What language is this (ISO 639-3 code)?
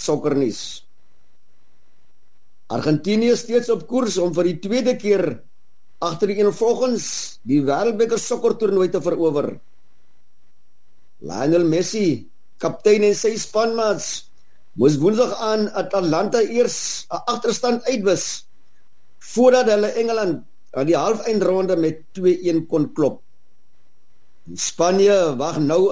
afr